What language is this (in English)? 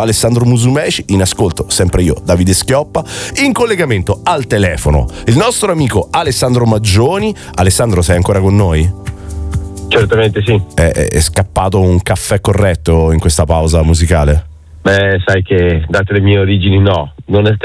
Italian